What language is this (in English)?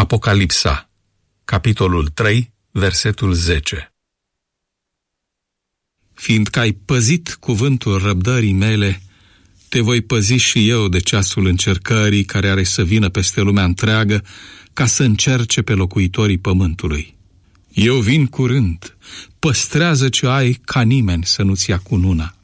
Romanian